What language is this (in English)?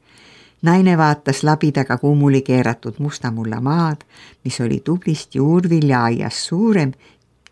Estonian